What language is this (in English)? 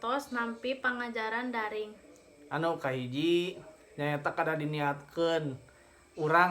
Sundanese